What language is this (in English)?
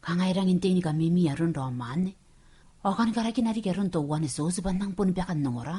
Gilbertese